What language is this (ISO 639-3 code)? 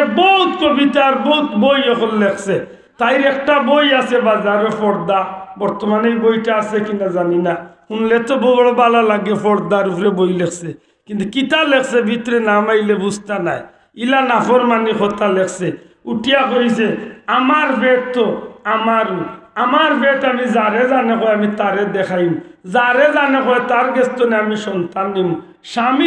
syl